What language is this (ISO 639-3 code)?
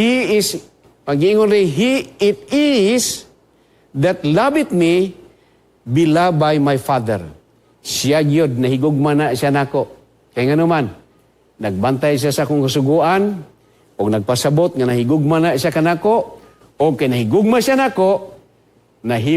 ceb